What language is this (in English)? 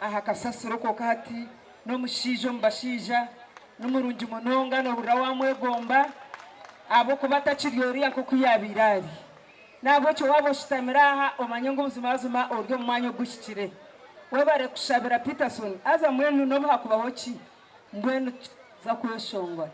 Nyankole